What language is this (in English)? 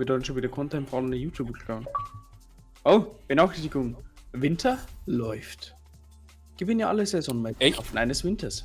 Bavarian